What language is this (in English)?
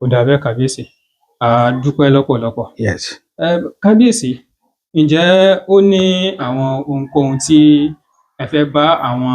Yoruba